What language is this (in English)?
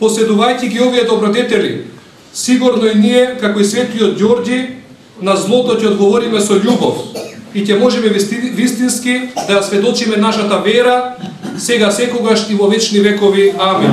Macedonian